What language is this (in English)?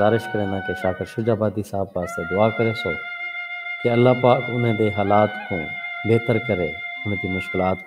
Saraiki